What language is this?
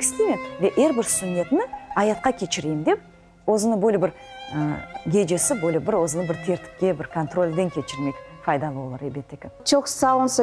Crimean Tatar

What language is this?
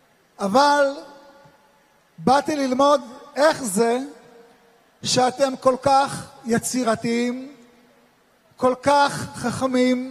Hebrew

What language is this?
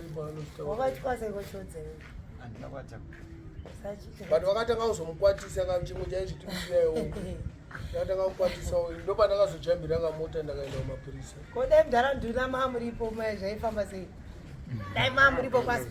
Shona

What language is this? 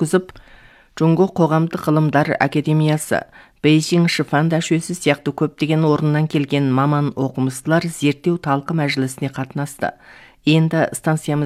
Kazakh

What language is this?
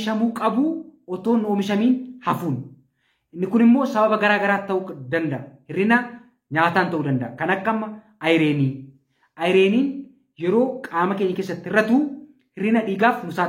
Oromo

